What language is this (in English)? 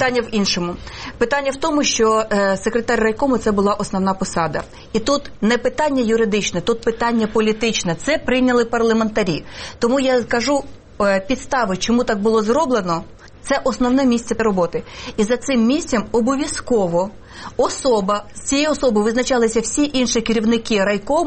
Ukrainian